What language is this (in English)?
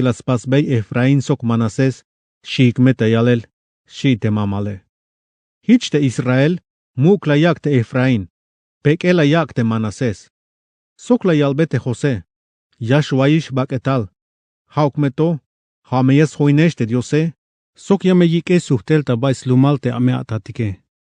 Tzeltal